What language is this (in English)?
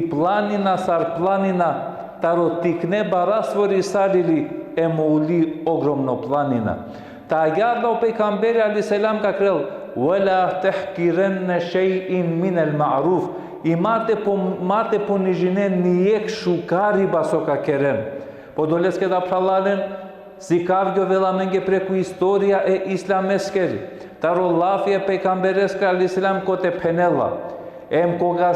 Balkan Romani